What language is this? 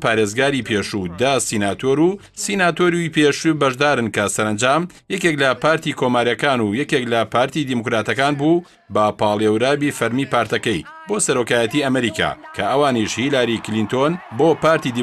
Central Kurdish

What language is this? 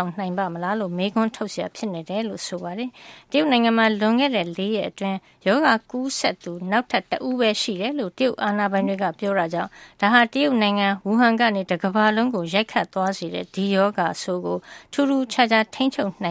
Burmese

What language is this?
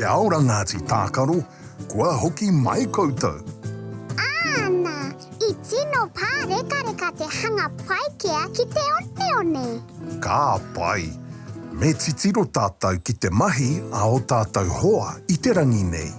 Māori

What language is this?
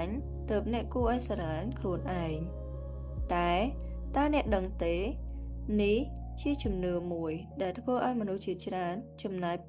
Khmer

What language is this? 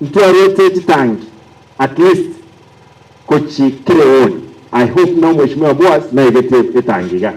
Gusii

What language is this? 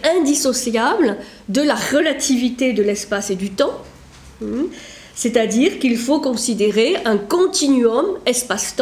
French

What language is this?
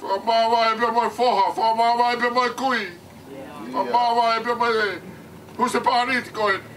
Tongan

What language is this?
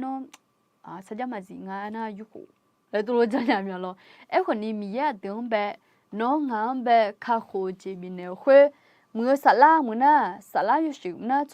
Akha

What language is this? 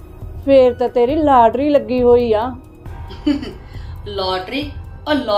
Punjabi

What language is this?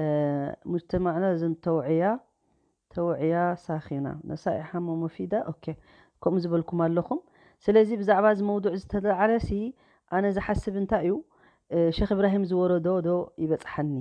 Tigrinya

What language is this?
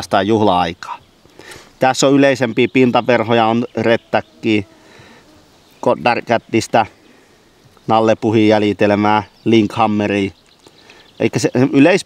Finnish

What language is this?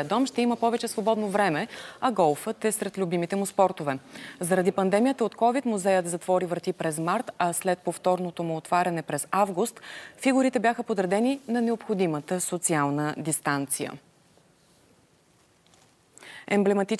Bulgarian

